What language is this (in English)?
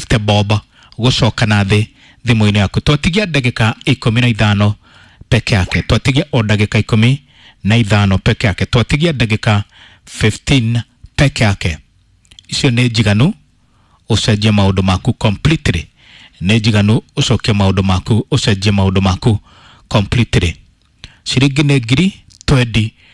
Kikuyu